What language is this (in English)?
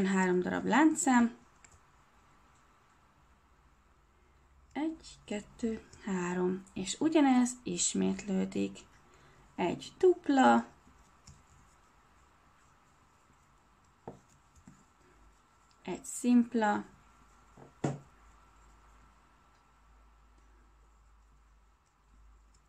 Hungarian